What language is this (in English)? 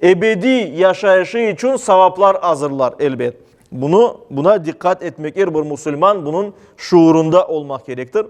Crimean Tatar